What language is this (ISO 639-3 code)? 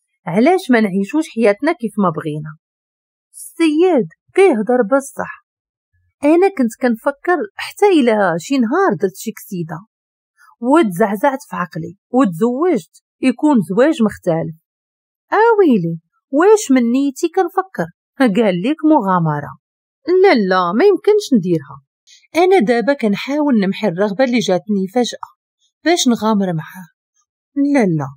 ary